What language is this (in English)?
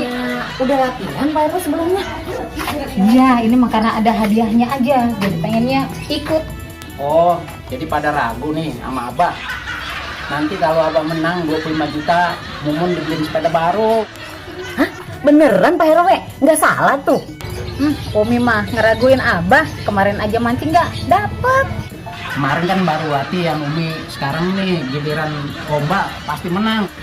Betawi